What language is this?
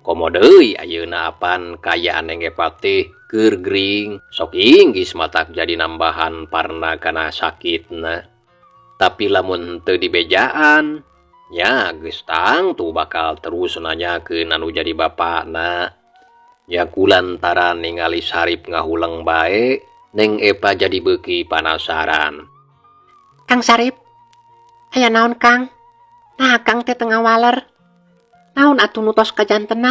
Sundanese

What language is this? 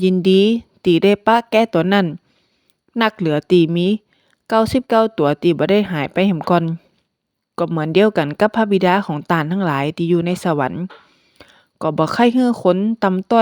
Northern Thai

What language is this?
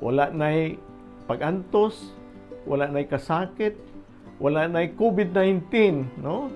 Cebuano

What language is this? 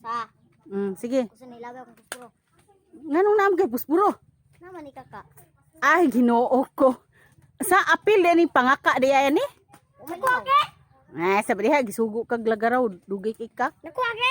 Cebuano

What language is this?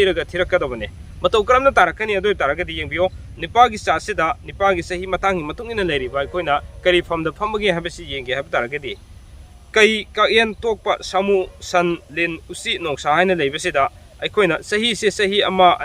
Manipuri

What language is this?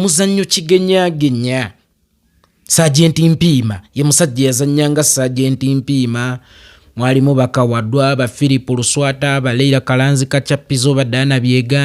Ganda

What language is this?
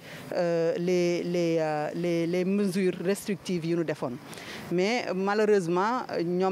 Wolof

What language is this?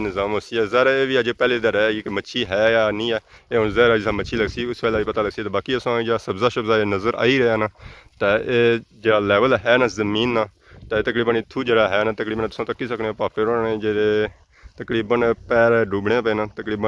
Pahari-Potwari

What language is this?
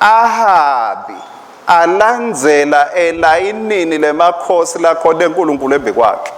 Swati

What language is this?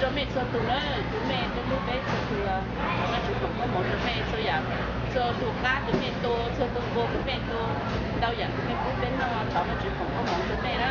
Hmong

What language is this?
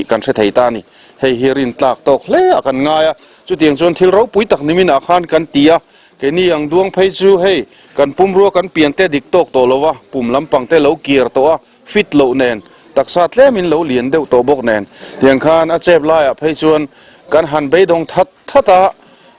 Mizo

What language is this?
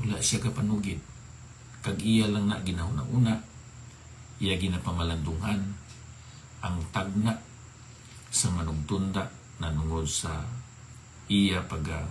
Hiligaynon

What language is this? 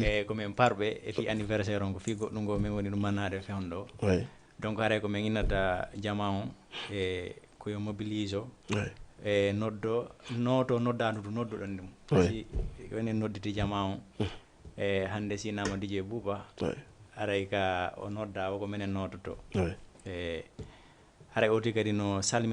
Fula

